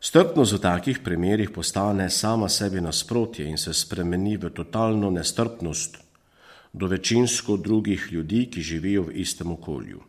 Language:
Slovenian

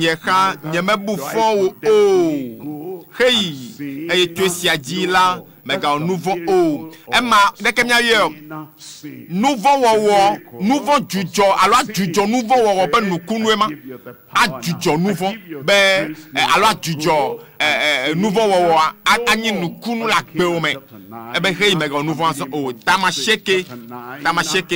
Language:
Ewe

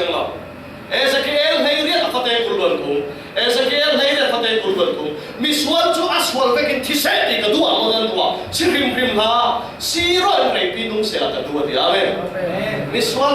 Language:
Falam Chin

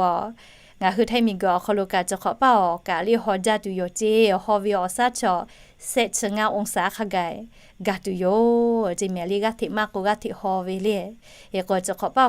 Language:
Lahu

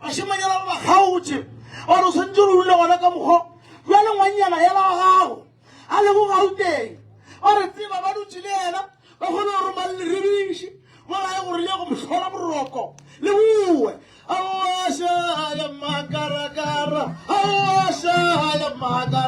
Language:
Northern Sotho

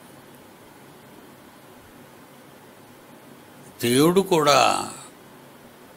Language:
Telugu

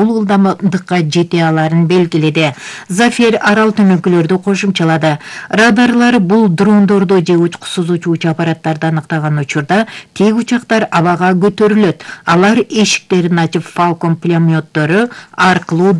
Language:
Kyrgyz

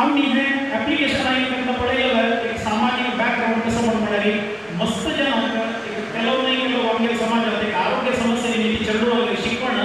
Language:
Konkani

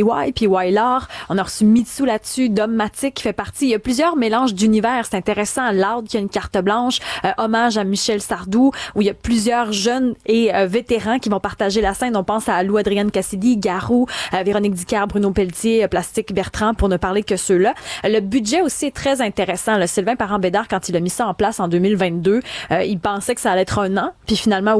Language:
French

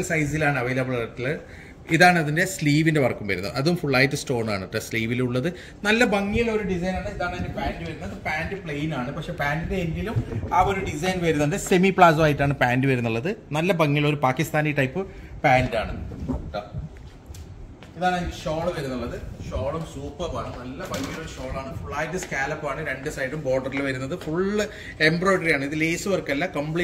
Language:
Malayalam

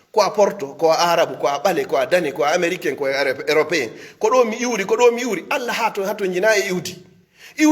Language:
Pular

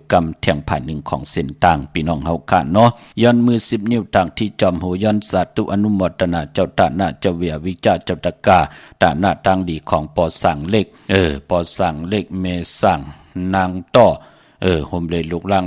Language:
Shan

